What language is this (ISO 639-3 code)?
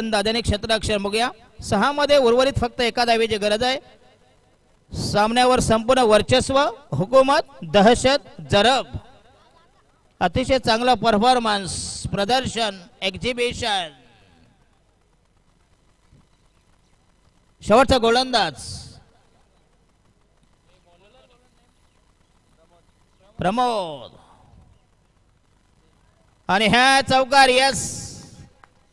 mar